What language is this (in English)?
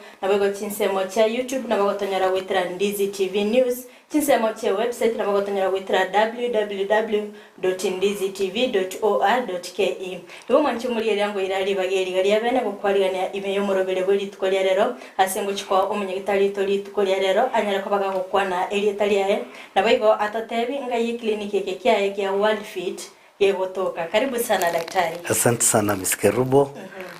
Gusii